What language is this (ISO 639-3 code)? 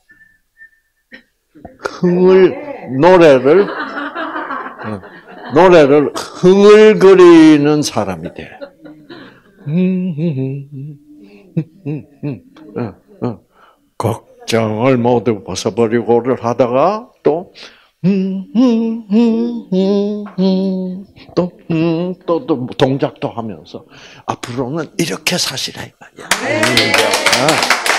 kor